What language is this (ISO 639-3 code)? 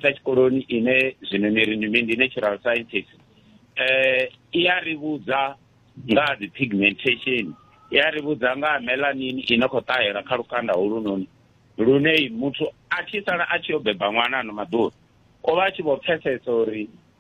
ven